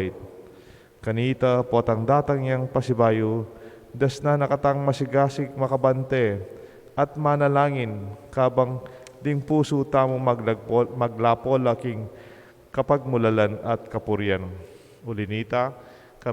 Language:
Pampanga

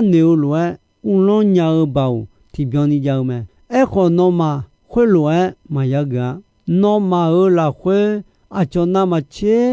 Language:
Akha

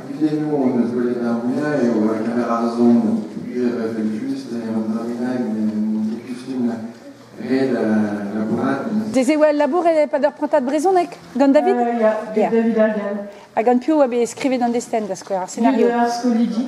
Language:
Breton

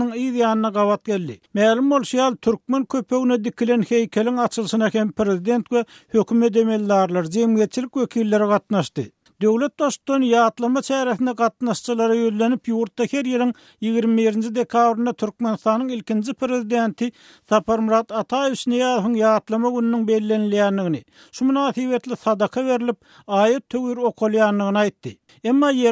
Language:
Turkmen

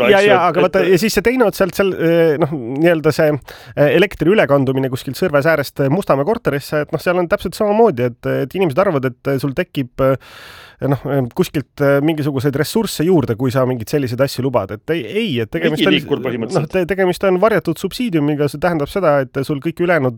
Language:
Estonian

